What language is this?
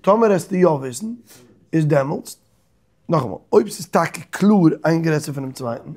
Yiddish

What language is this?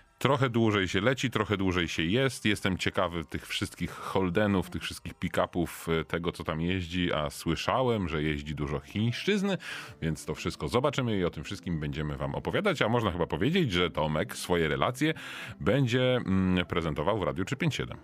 Polish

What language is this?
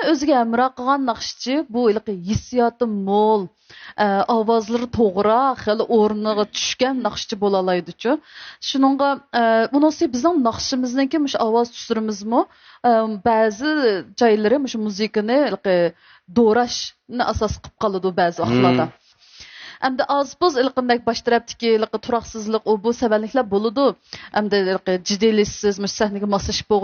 Uyghur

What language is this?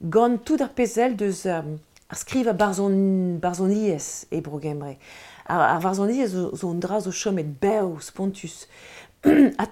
Breton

